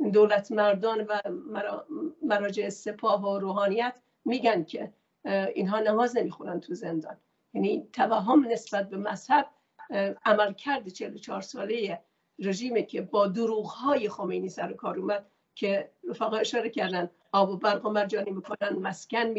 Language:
Persian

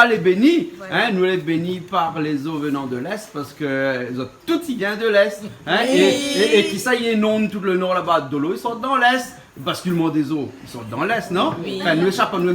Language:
Réunion Creole French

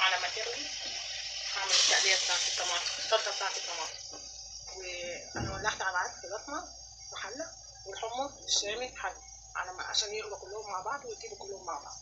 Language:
Egyptian Arabic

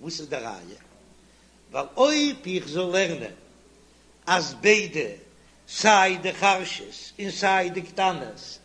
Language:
Yiddish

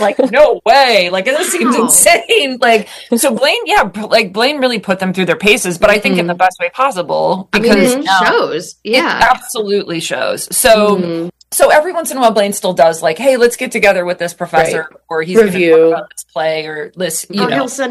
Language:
English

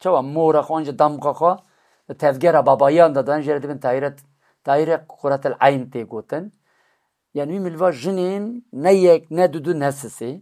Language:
Kurdish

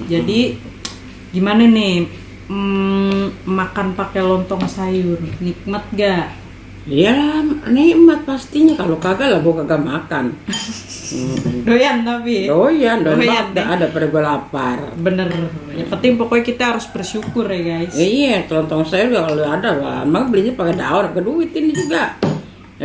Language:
Betawi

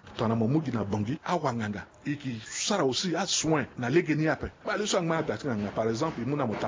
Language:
Sango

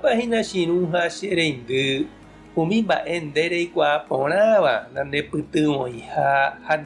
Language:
Guarani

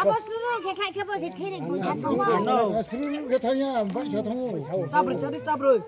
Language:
Riang (India)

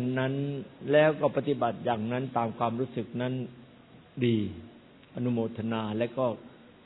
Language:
Thai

